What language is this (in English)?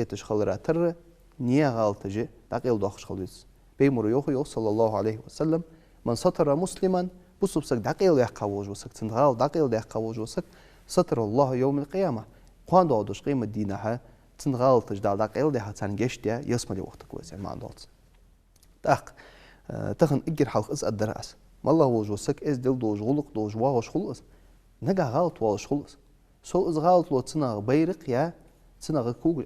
Ingush